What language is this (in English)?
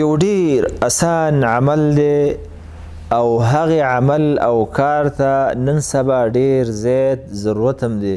Pashto